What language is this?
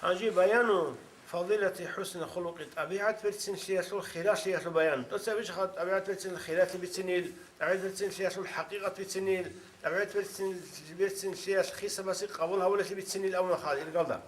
Avaric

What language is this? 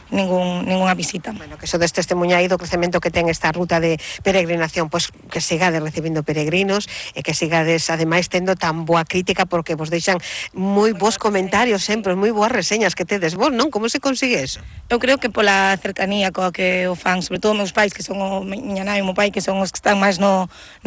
Galician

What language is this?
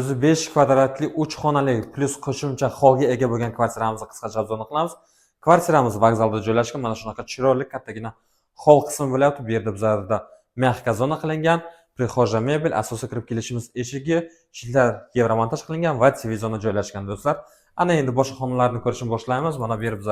Uzbek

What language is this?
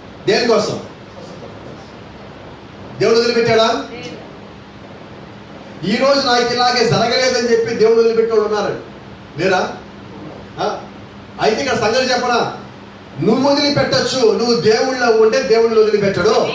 Telugu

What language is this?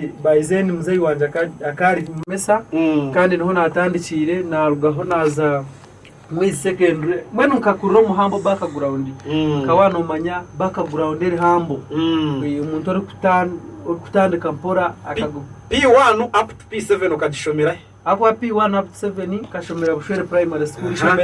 Nyankole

